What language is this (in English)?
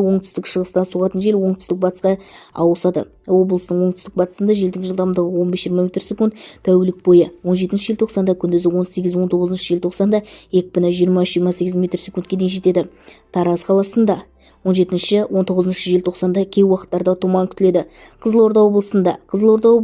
Kazakh